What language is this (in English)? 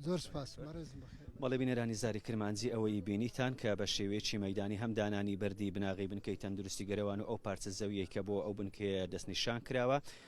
Central Kurdish